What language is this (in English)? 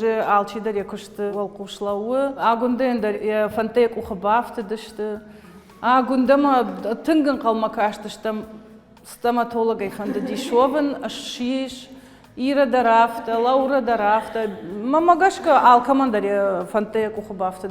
Ossetic